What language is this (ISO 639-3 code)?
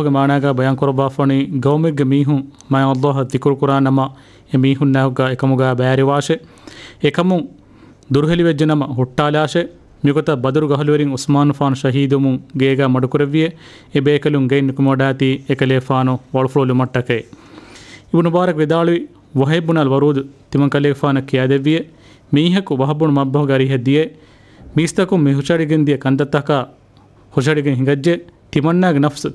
div